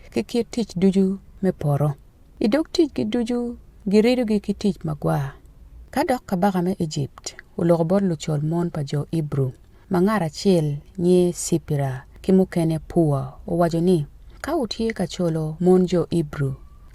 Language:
Acoli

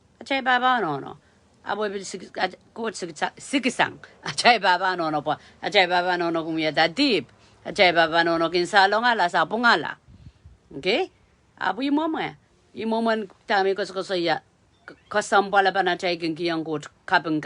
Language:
Pohnpeian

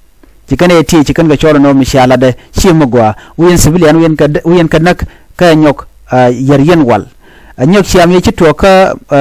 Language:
Nuer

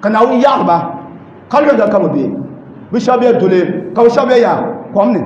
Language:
Dagbani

